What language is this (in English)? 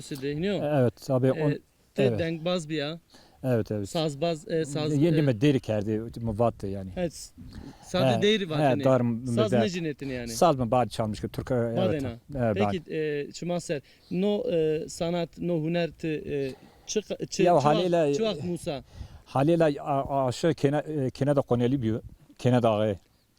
Zaza